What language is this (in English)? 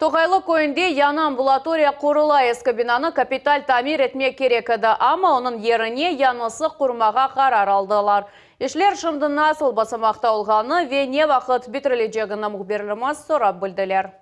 Crimean Tatar